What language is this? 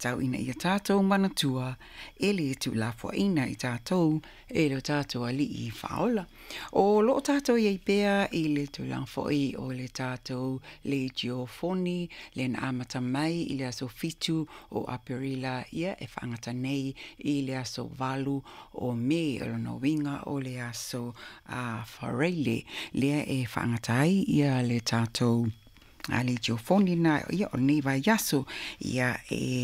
Samoan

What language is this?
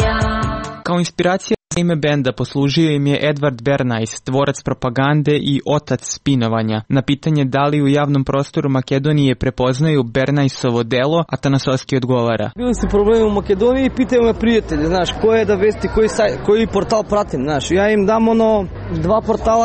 Serbian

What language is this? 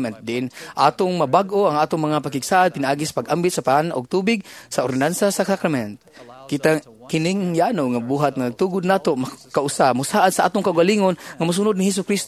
Cebuano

